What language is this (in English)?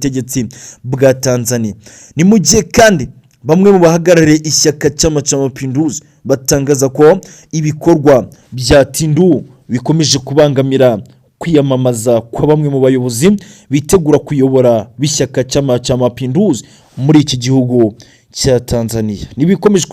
Kinyarwanda